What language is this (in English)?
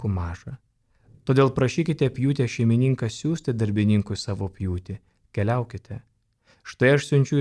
Lithuanian